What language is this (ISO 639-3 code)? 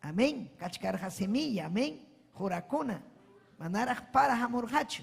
quy